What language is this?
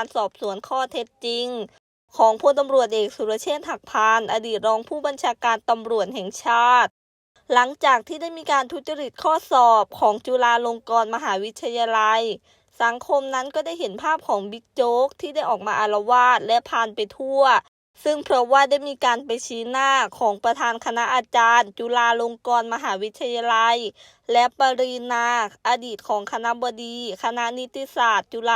Lao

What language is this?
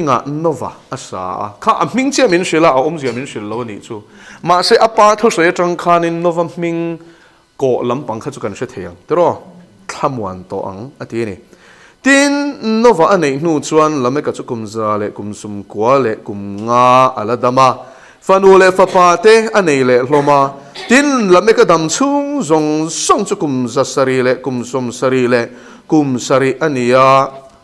Mizo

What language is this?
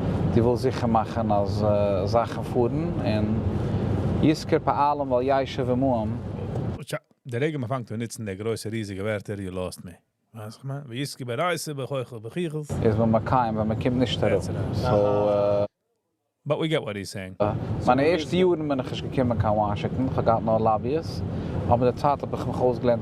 Yiddish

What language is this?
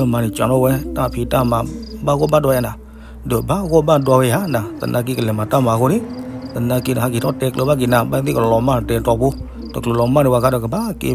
S'gaw Karen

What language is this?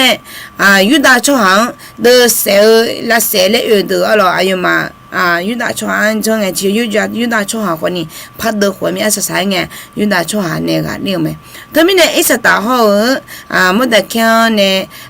Akha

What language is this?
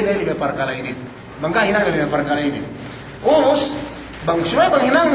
Yakan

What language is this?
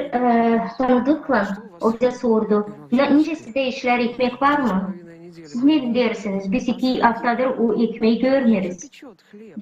Gagauz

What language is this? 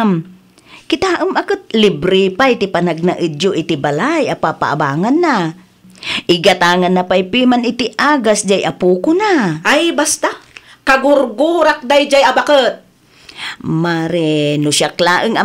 Iloko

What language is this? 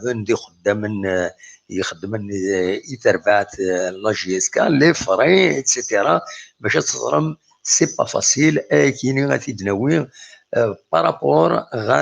Kabyle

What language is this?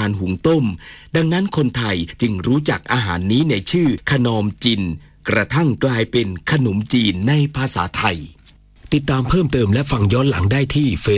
Thai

